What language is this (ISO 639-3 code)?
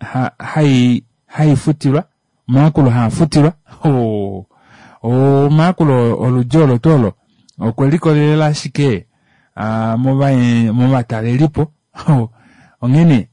kua